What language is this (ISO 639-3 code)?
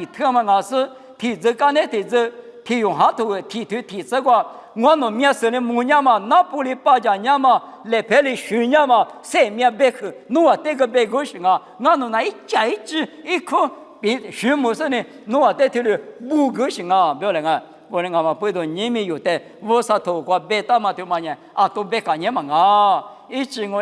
lis